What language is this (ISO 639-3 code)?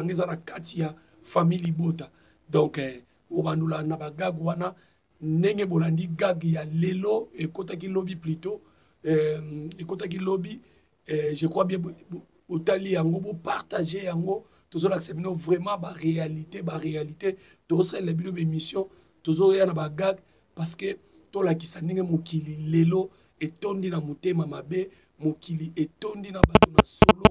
lin